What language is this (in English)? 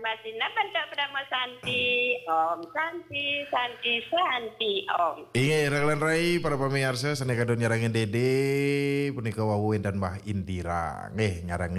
Balinese